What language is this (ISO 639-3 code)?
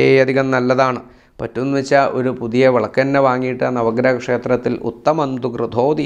mal